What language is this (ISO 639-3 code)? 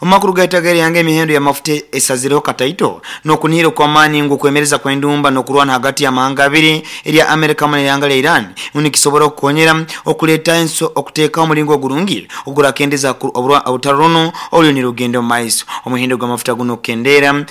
nyn